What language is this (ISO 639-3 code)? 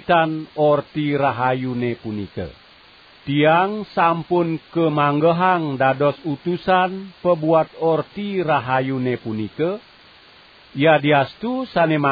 ban